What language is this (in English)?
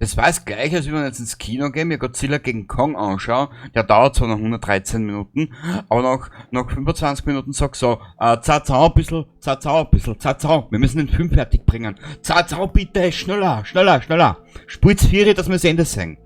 Bavarian